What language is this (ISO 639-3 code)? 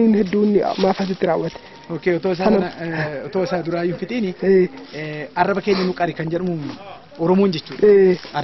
orm